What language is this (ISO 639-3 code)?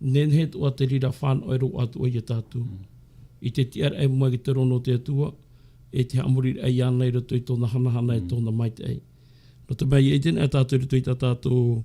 tah